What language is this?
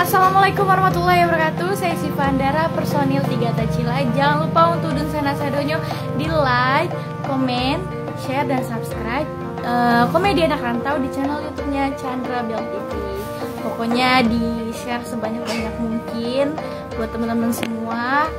Minangkabau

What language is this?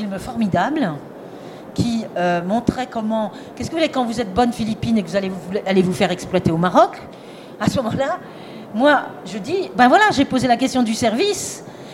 French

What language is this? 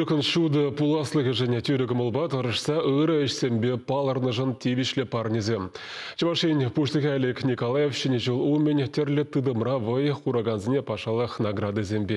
Chuvash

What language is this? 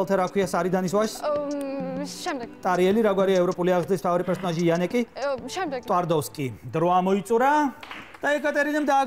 Georgian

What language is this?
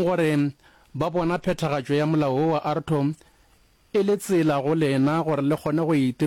Northern Sotho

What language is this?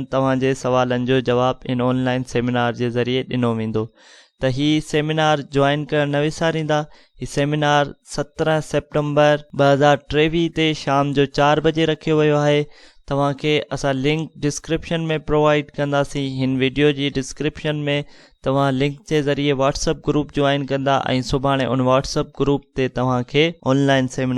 Sindhi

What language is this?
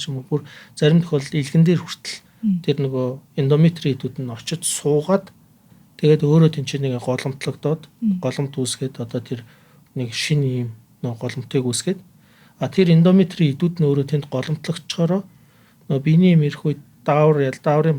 Mongolian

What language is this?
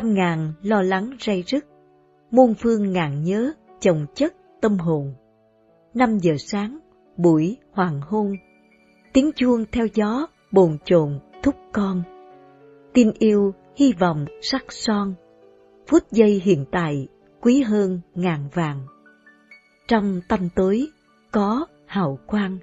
Vietnamese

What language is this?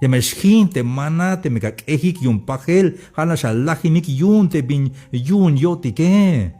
Tzeltal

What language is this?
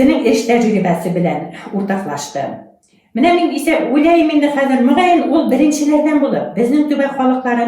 Bashkir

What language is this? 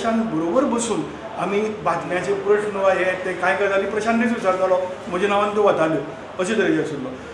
Konkani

